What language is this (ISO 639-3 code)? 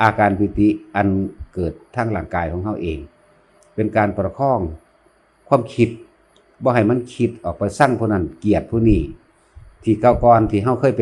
lao